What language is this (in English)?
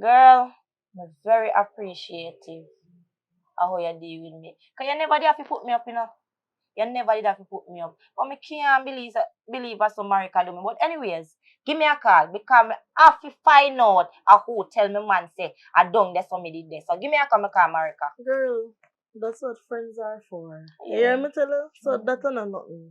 Jamaican Creole English